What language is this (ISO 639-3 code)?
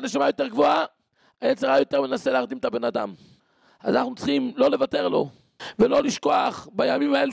heb